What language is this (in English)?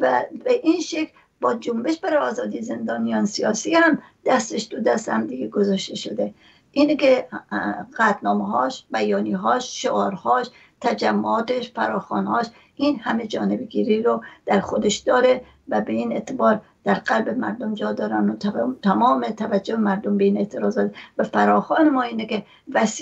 Persian